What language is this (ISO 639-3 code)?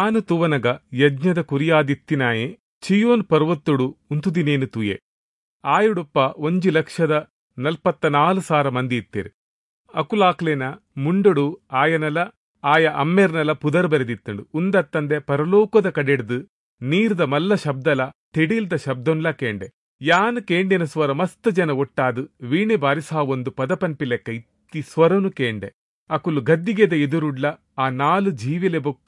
tcy